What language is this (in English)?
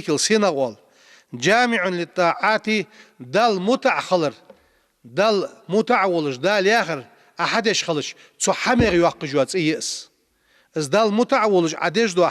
Ingush